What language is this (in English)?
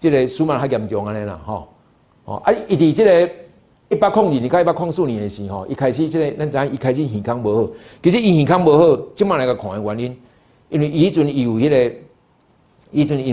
Min Nan Chinese